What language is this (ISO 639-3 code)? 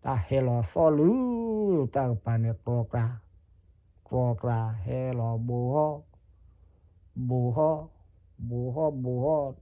ksw